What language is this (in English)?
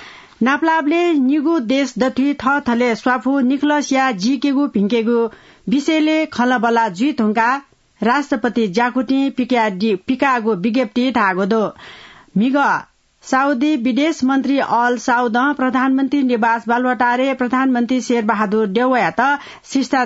Newari